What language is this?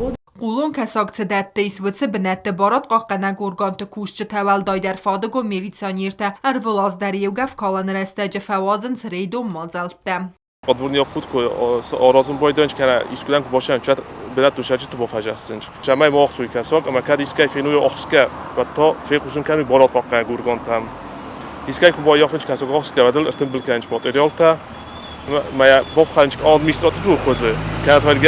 Ossetic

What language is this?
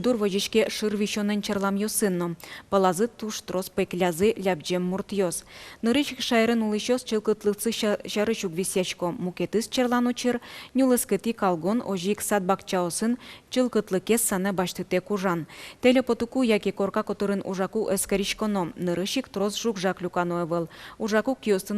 Udmurt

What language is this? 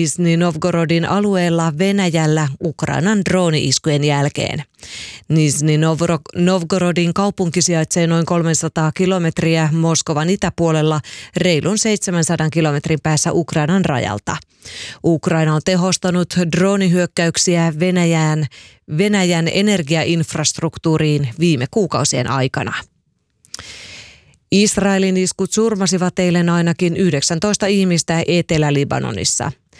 Finnish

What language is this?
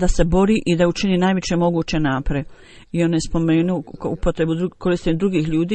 Bosnian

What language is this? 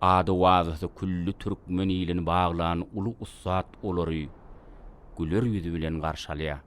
Turkmen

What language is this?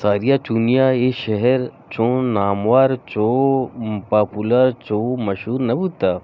Eastern Balochi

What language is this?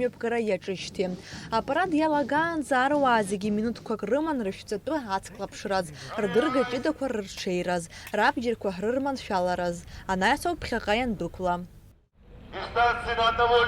Abkhazian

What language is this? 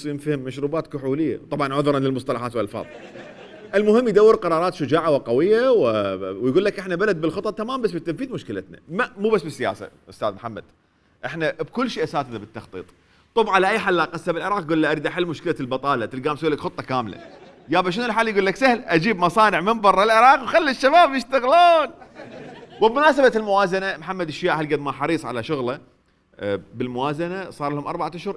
Mesopotamian Arabic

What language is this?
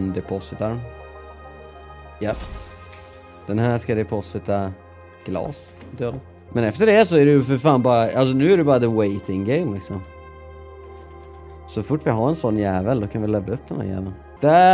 Swedish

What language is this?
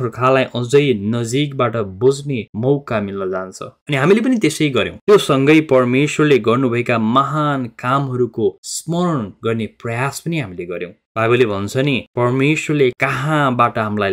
Nepali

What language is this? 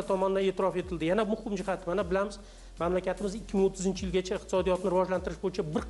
Uzbek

